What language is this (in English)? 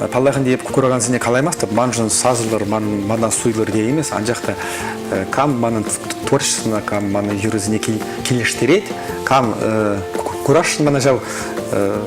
Chuvash